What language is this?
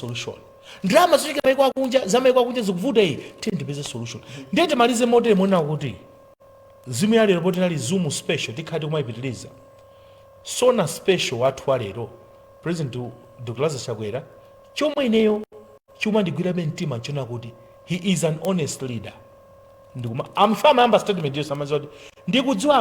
Nyanja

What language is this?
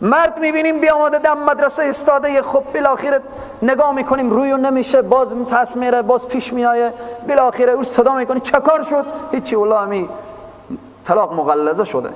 Persian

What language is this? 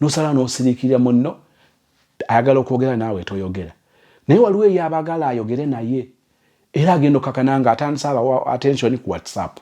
Ganda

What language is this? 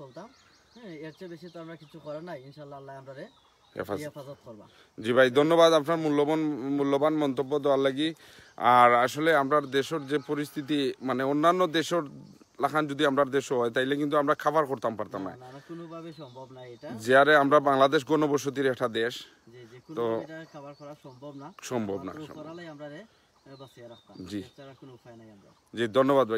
Sylheti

